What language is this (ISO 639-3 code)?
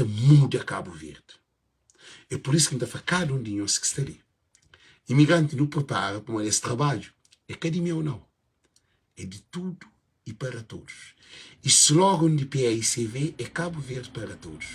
kea